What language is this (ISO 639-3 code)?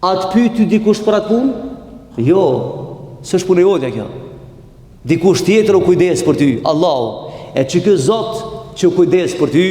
sqi